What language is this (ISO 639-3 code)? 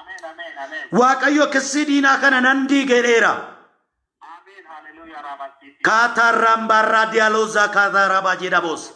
orm